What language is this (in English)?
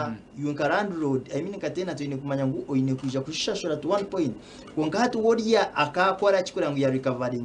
Nyankole